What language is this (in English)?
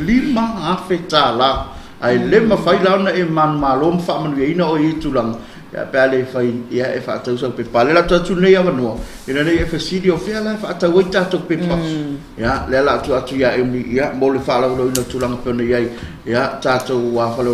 Samoan